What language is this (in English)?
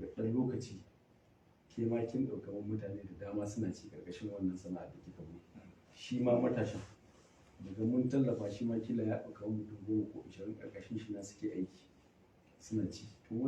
Hausa